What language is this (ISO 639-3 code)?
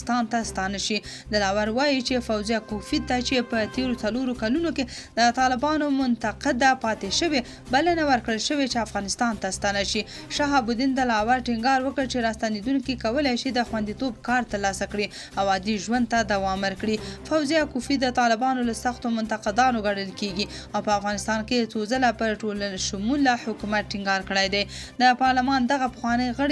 pus